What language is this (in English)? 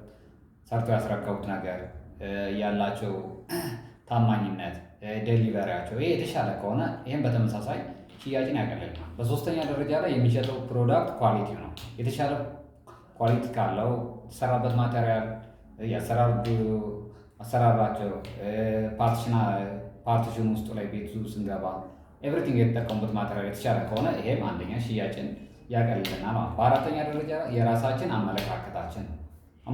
Amharic